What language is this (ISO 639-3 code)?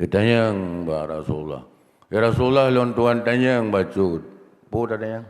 ace